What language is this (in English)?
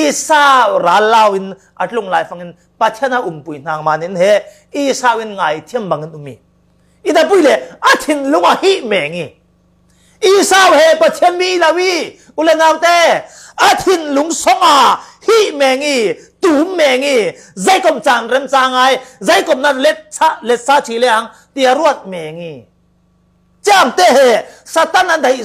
Falam Chin